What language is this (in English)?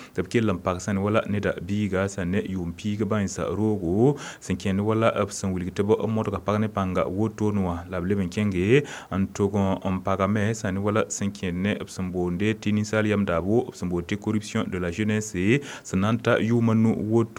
Mossi